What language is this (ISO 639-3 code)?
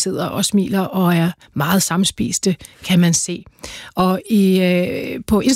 dan